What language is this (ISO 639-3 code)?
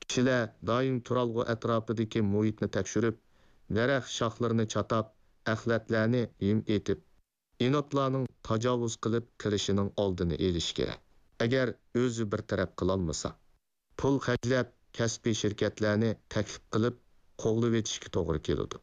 uig